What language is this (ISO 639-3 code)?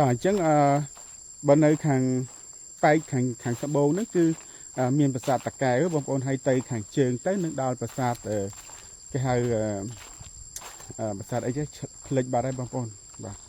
khm